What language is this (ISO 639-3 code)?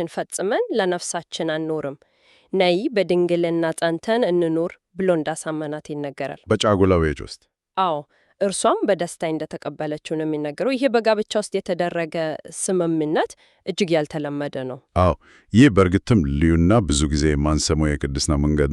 amh